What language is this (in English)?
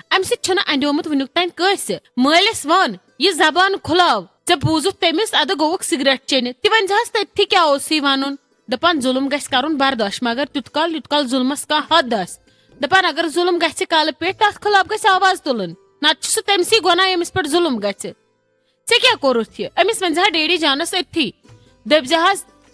Kashmiri